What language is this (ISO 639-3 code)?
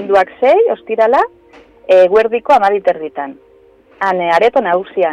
eus